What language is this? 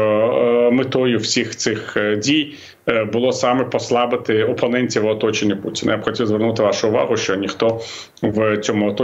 Ukrainian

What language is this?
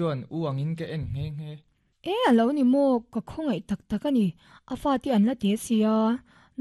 Mizo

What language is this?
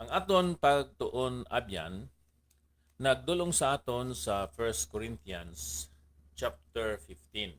Hiligaynon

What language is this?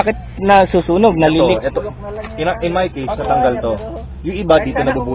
Filipino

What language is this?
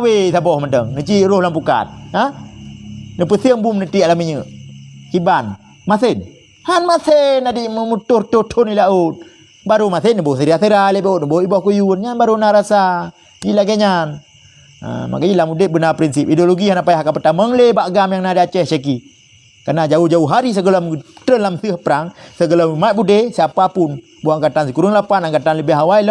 Achinese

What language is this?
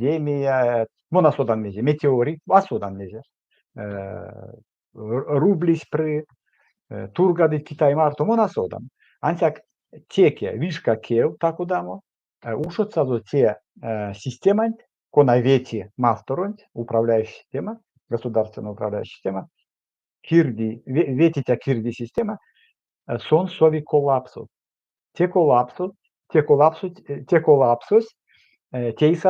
Erzya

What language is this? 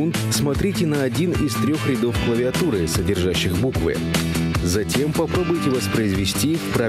Russian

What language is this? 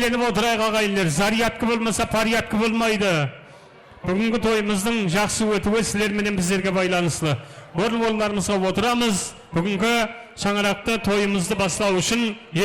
Kara-Kalpak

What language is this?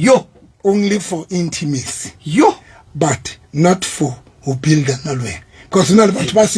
Southern Sotho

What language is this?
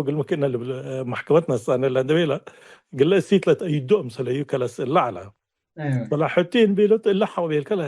Tigre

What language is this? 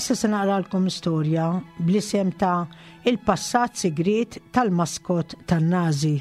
Maltese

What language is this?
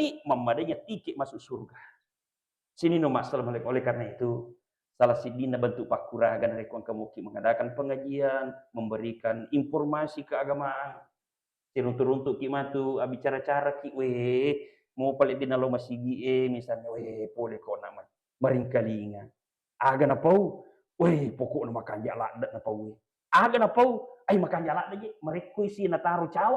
Buginese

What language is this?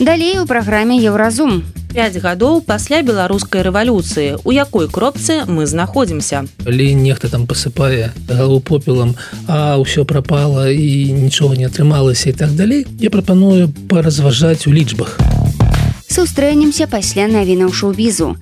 Belarusian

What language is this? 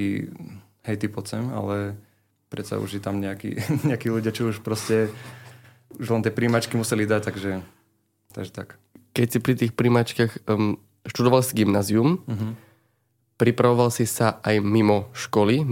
Slovak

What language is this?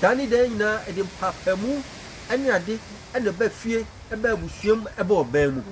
Akan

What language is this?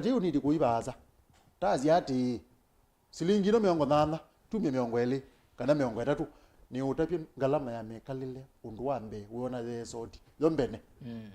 Kamba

